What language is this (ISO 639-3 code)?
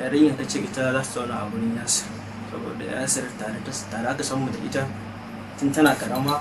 hau